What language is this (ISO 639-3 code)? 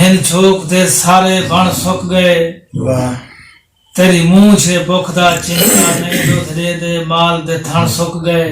skr